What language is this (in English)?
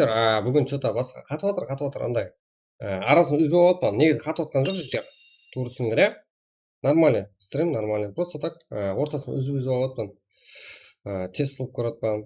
Kara-Kalpak